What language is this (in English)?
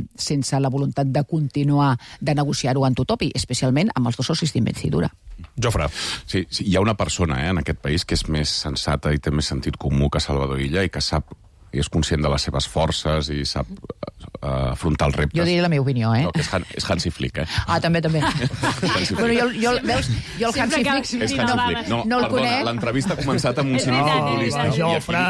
Catalan